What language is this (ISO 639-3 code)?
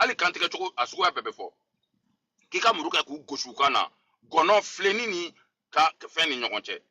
bam